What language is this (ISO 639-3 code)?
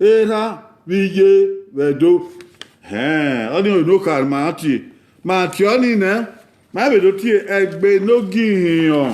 bin